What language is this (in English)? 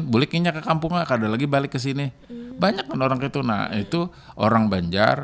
Banjar